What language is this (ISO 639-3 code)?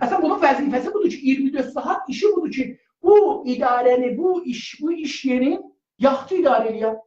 azb